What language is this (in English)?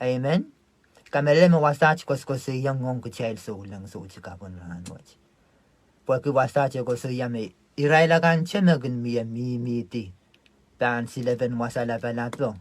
Pohnpeian